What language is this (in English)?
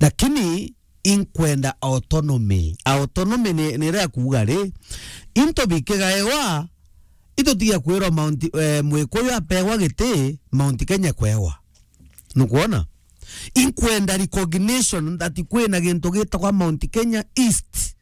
Meru